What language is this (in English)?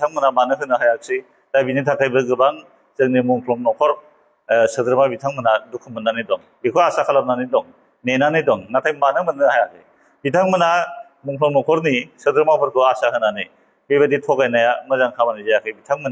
Bodo